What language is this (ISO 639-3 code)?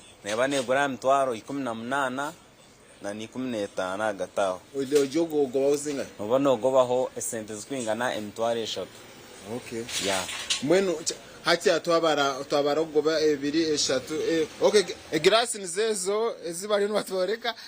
nyn